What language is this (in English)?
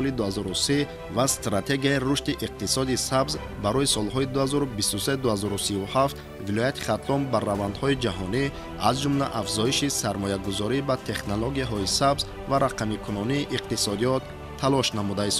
Tajik